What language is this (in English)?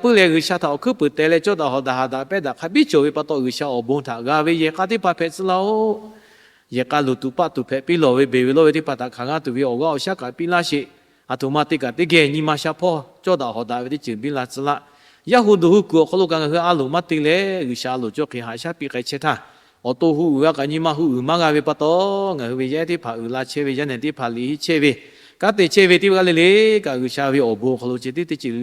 Lahu